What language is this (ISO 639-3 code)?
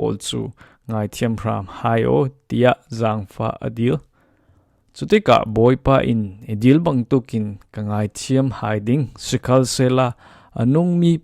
cfm